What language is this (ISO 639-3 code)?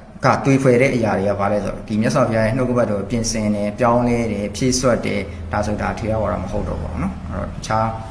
mya